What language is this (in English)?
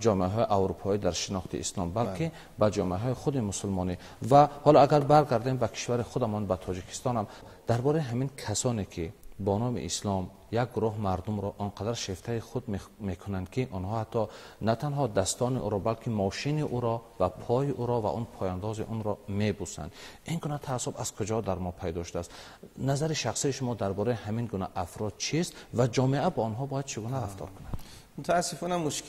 Tajik